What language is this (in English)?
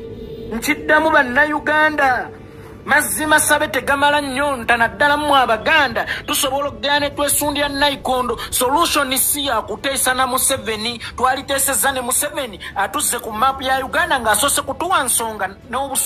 Ganda